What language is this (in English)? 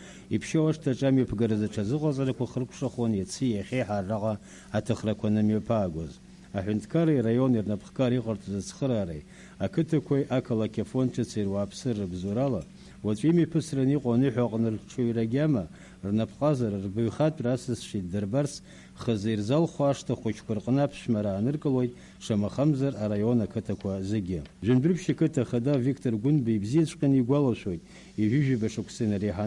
Abkhazian